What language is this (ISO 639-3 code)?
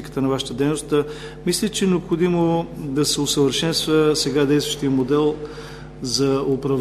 bul